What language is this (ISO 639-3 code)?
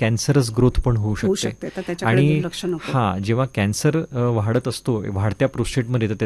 mar